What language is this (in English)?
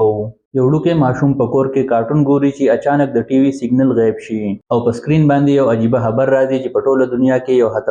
Pashto